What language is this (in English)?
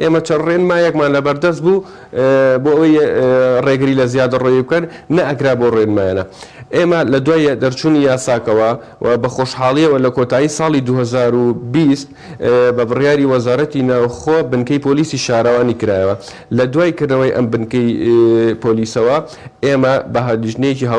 Central Kurdish